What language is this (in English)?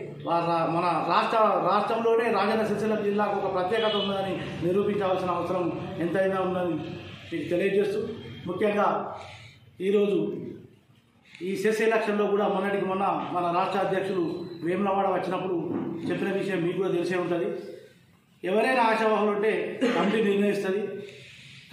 Telugu